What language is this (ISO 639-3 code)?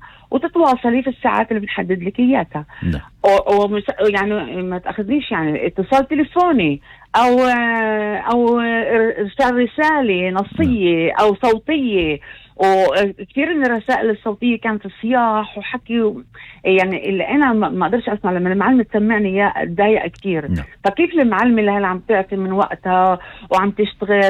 apc